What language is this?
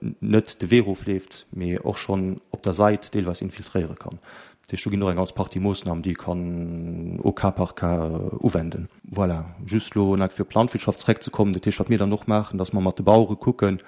Luxembourgish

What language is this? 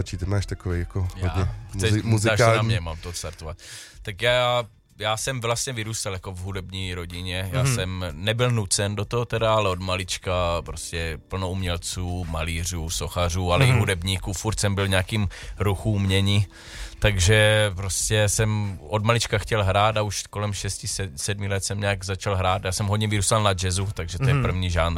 Czech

